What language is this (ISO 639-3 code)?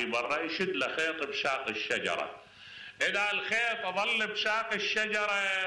acm